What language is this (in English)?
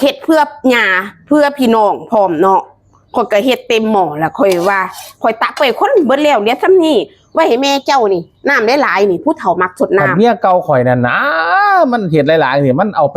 Northeastern Thai